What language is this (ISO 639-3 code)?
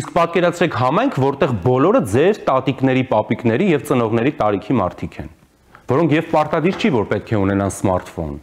hye